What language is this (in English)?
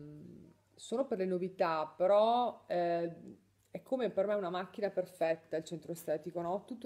Italian